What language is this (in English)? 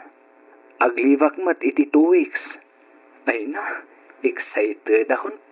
Iloko